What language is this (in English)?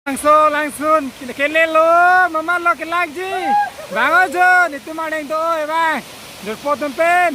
Karbi